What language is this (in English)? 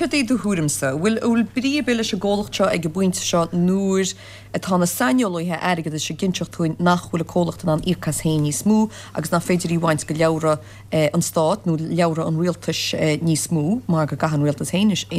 Irish